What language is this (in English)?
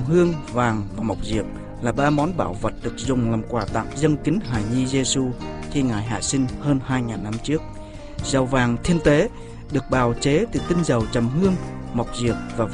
Vietnamese